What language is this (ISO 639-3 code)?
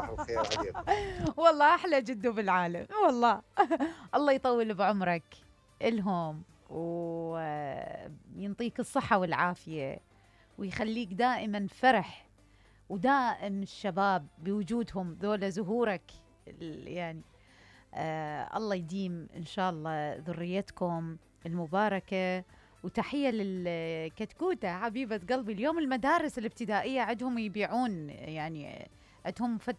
acm